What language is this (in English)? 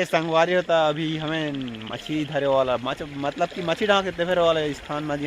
Chhattisgarhi